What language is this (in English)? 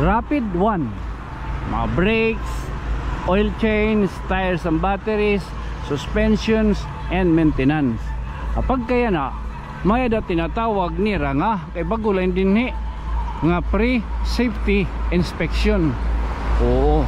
Waray